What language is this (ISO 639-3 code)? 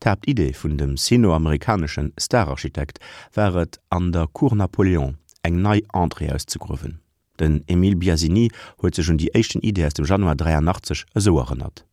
ltz